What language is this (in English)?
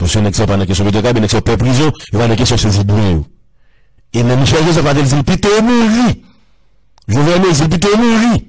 Haitian Creole